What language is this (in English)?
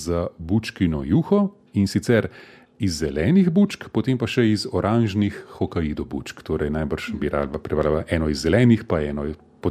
Slovenian